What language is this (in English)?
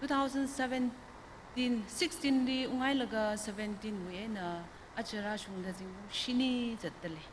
Tangkhul Naga (India)